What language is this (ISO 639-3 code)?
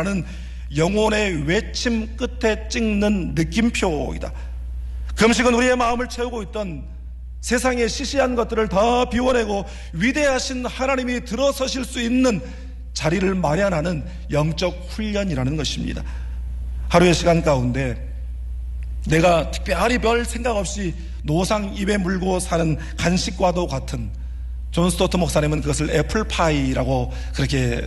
kor